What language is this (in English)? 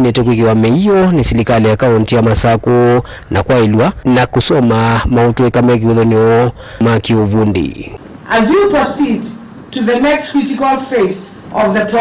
Kamba